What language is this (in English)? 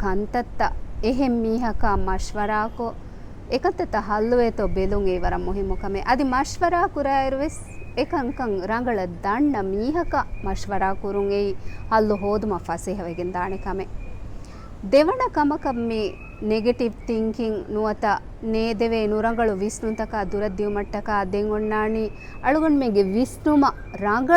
Divehi